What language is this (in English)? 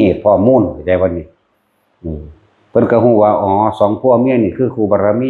Lao